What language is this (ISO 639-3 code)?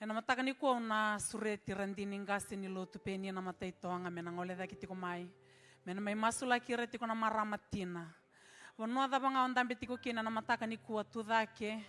fij